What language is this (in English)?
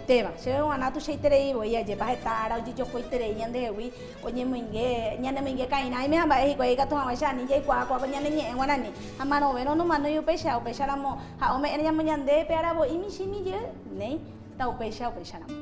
Guarani